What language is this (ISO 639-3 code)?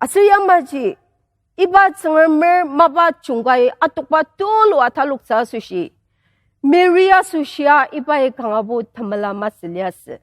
njo